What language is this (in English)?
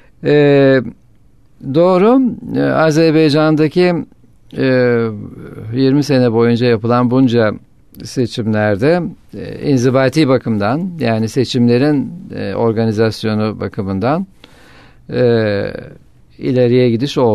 Turkish